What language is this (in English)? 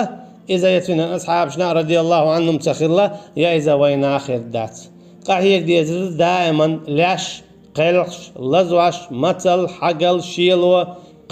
Chechen